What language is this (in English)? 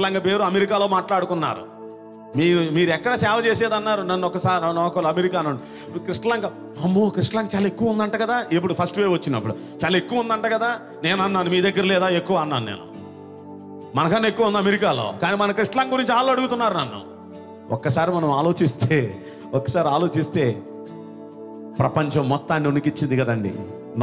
Telugu